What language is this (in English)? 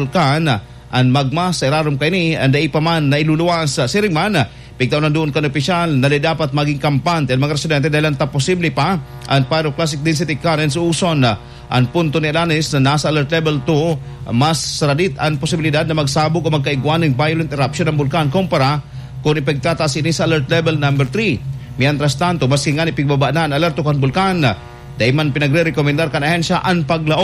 Bikol